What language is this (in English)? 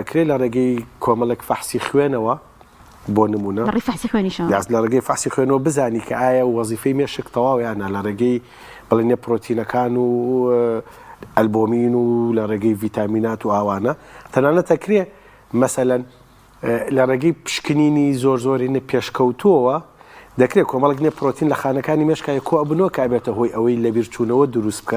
Central Kurdish